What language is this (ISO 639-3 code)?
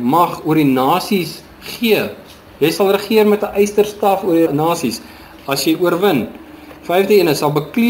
afr